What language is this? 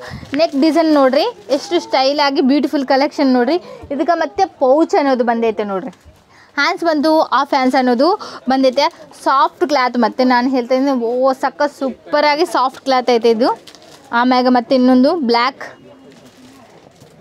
Kannada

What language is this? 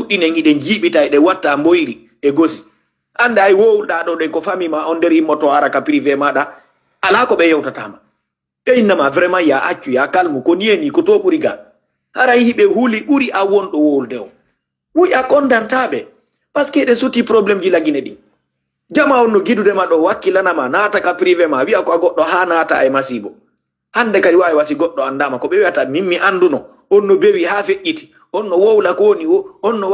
Fula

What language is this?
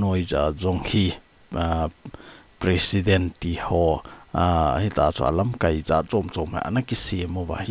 Thado Chin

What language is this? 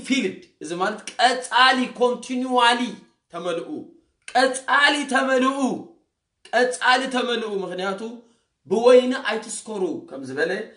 Tigrinya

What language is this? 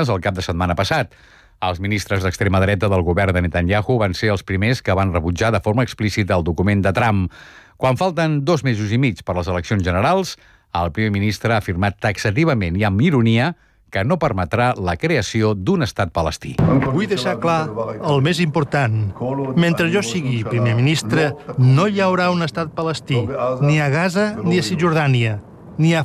Catalan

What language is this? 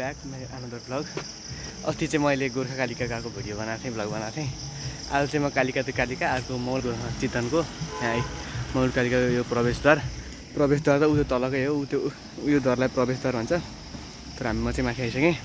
Nepali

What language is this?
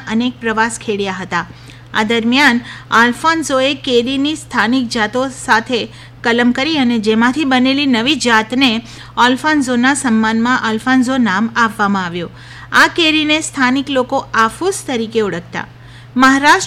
Gujarati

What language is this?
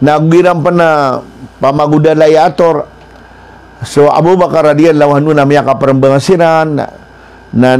Maranao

